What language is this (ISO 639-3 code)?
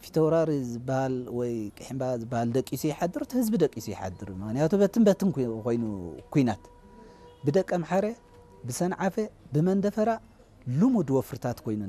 tir